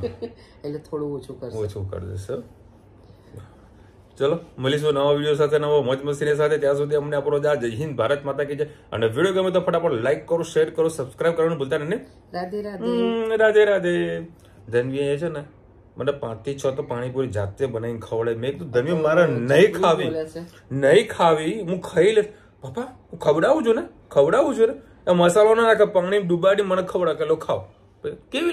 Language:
Gujarati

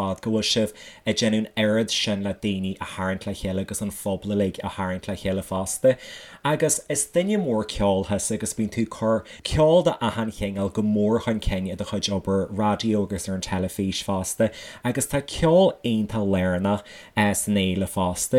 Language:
Irish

